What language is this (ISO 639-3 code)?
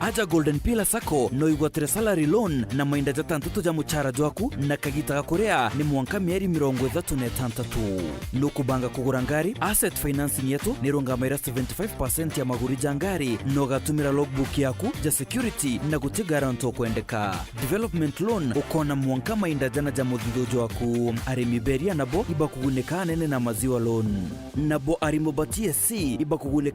mer